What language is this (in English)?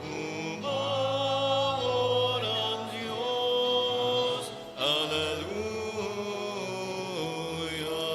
Bikol